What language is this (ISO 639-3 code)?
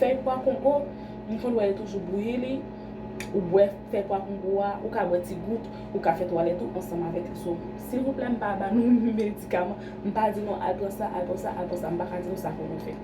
hat